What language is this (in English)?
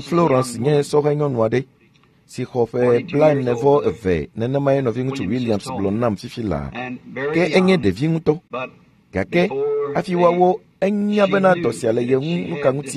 Ewe